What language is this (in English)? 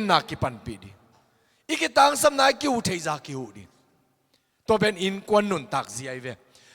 Tedim Chin